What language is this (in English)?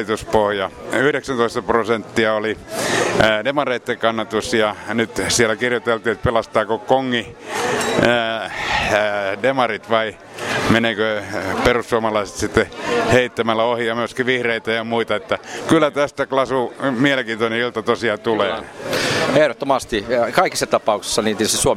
Finnish